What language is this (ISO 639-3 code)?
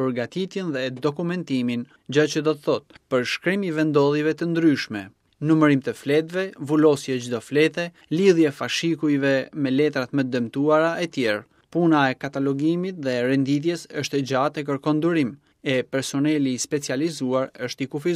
sqi